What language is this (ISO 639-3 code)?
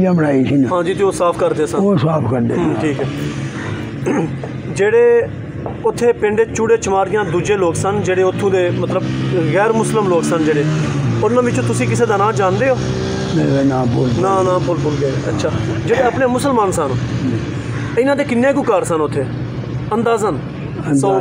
pan